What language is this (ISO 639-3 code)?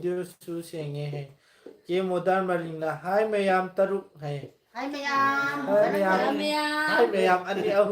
mni